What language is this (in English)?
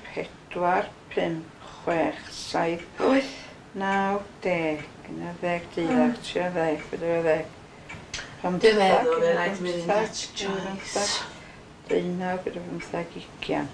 Welsh